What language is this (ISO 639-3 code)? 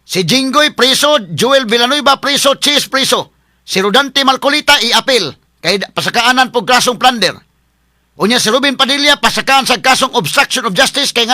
ceb